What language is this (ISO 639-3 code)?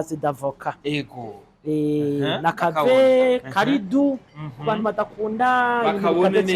run